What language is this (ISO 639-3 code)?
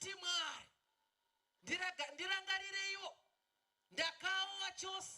sna